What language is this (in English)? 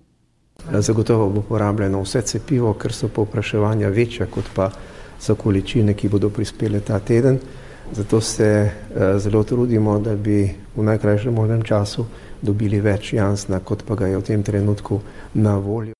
Slovenian